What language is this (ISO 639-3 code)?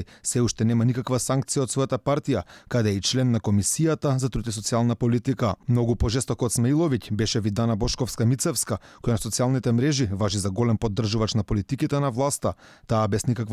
mkd